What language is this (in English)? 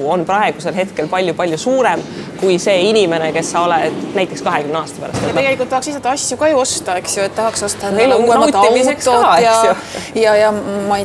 Estonian